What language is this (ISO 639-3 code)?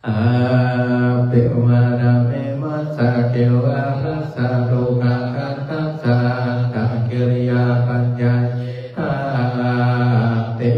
pli